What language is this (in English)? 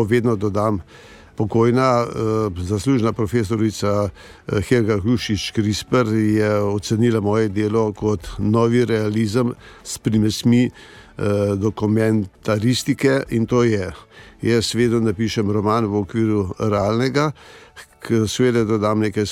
Slovenian